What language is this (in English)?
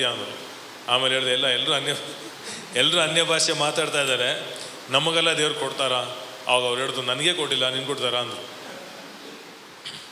Kannada